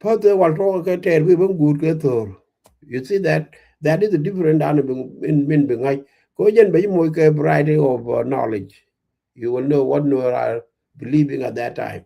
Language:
Nuer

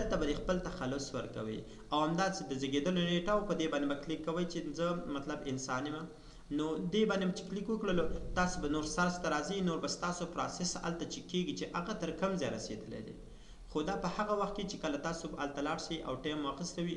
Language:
Pashto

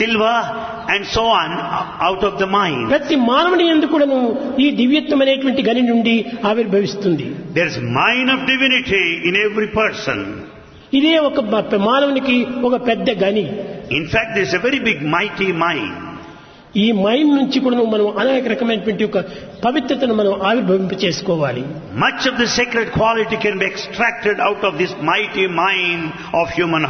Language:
Telugu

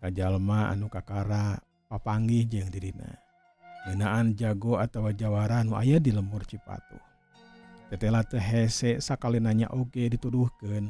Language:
Sundanese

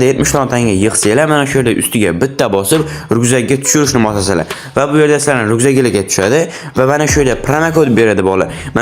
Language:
Uzbek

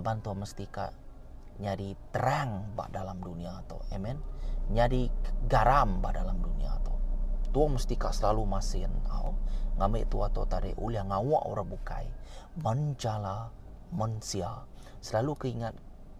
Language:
Iban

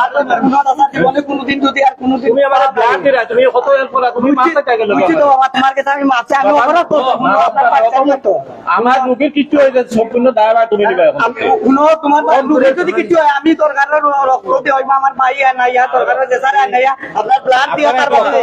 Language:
Sylheti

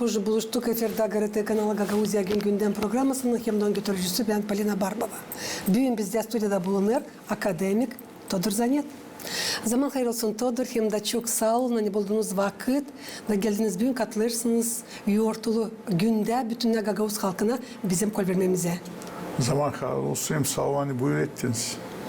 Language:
Gagauz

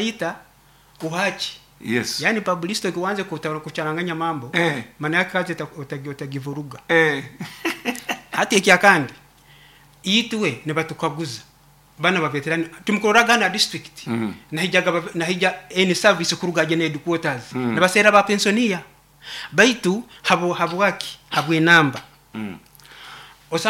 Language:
Nyoro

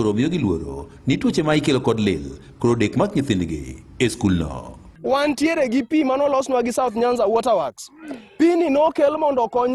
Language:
Luo (Kenya and Tanzania)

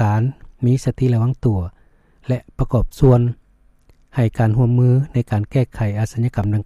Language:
Lao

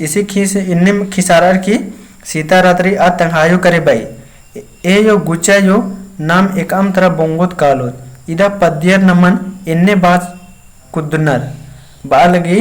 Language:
Kurukh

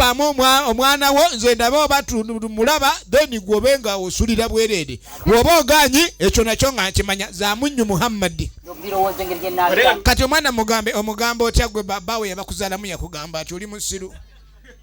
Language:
Ganda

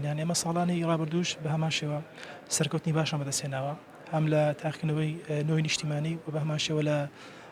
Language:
Central Kurdish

